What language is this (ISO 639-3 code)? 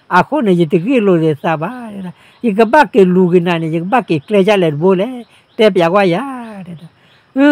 ksw